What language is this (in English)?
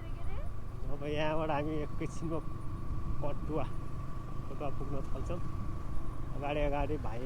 Nepali